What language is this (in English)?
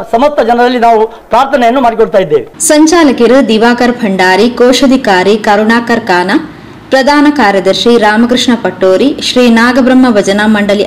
Kannada